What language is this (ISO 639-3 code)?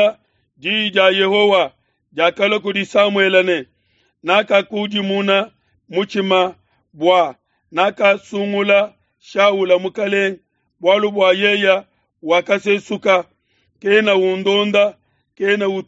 lua